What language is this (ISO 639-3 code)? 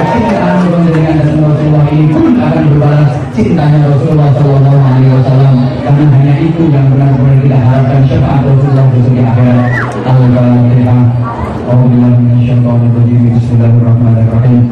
jav